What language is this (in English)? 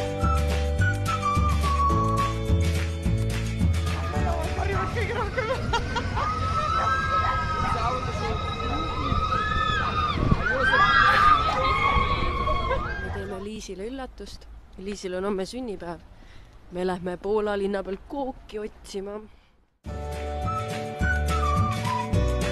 Estonian